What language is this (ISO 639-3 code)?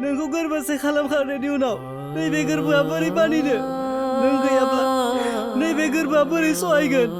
brx